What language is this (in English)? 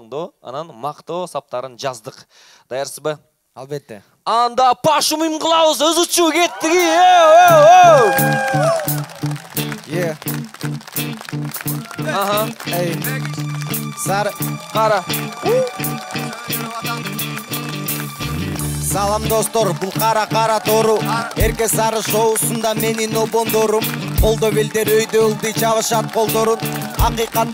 Kyrgyz